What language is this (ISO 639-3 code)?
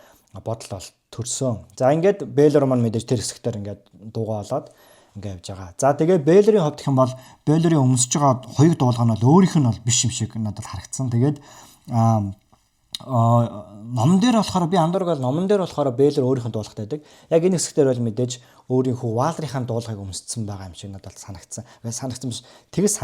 mon